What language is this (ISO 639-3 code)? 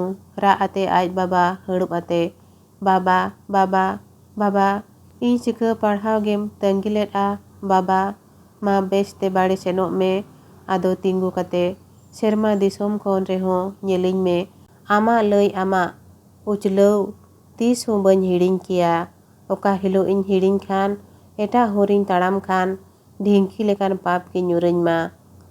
sat